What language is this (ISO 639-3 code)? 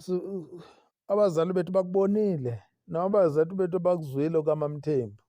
zul